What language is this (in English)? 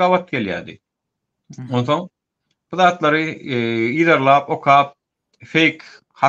Turkmen